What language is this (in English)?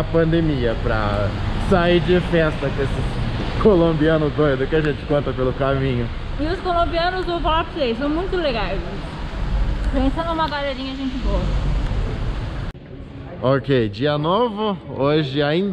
Portuguese